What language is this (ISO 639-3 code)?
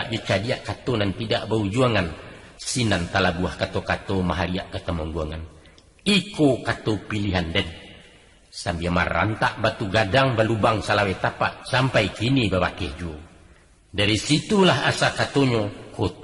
min